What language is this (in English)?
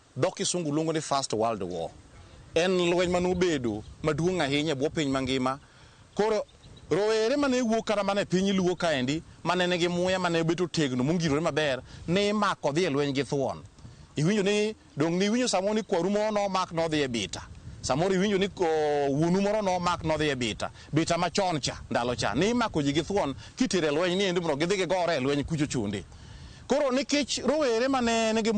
Luo (Kenya and Tanzania)